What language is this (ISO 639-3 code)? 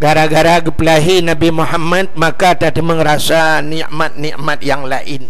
ace